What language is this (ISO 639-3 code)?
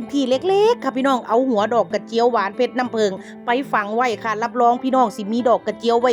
tts